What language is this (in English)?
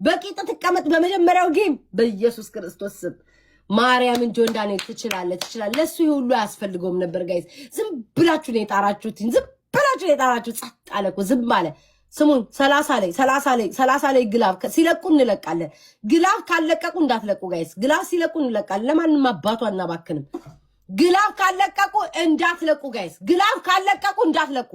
Amharic